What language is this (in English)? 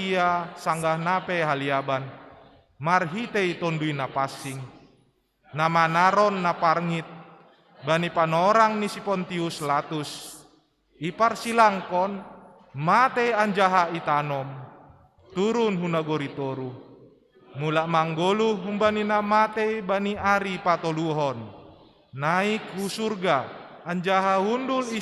Batak Simalungun